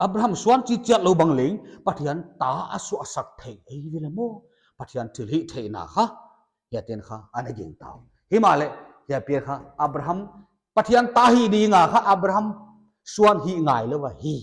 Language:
Paite Chin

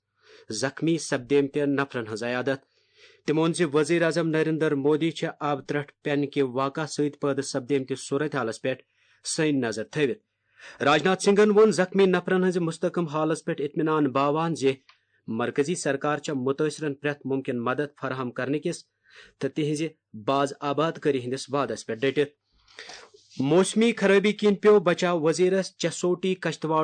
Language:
Kashmiri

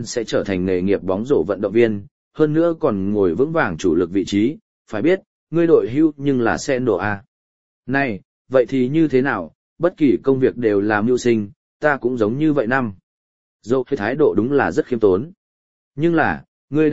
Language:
Vietnamese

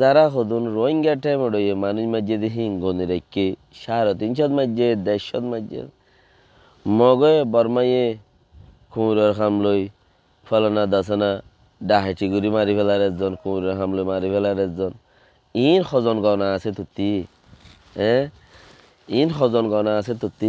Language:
Rohingya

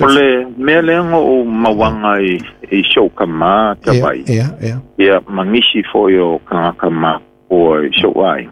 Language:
Samoan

